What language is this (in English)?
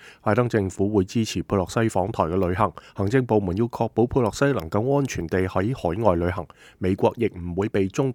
Cantonese